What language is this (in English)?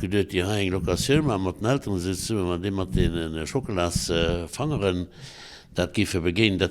Luxembourgish